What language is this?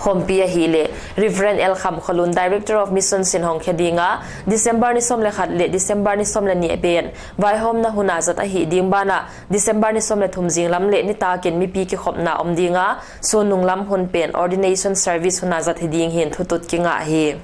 Paite Chin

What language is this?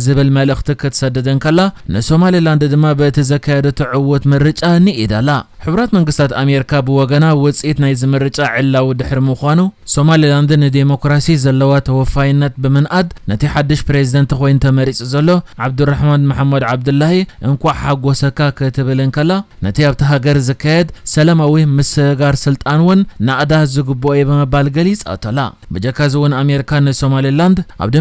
Tigrinya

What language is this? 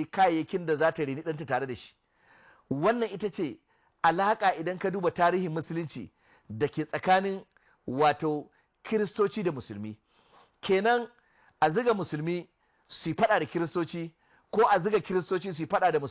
Hausa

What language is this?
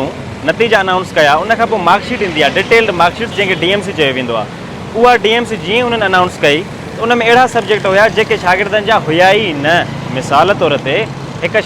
Sindhi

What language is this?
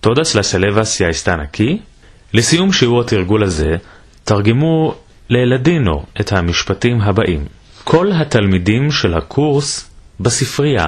Ladino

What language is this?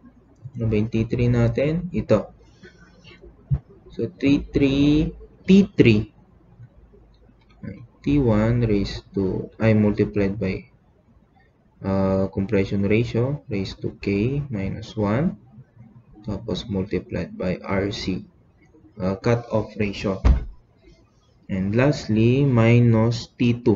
Filipino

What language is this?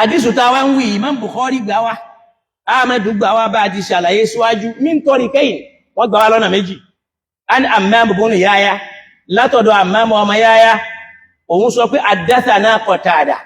Yoruba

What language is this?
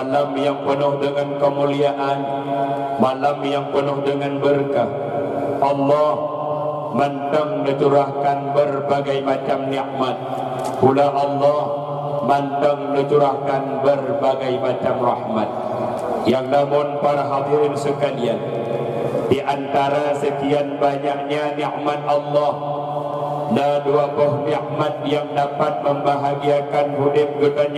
Achinese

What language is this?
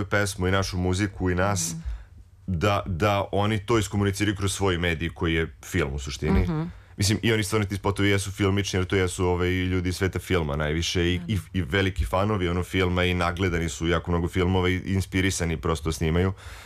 Serbian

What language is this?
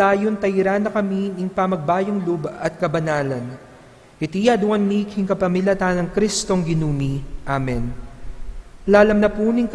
Pampanga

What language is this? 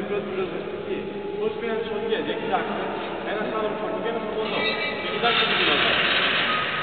Greek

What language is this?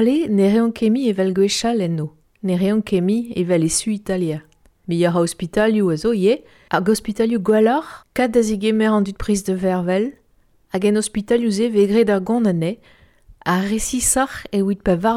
Breton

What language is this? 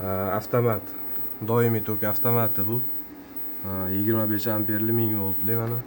Uzbek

